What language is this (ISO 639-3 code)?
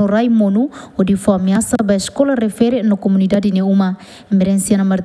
tet